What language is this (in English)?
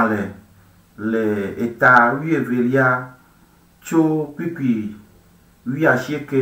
Ewe